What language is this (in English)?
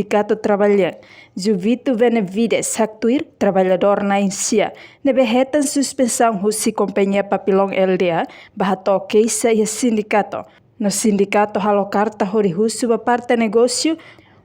Tetum